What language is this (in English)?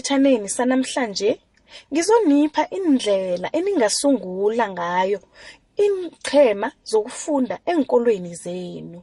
South Ndebele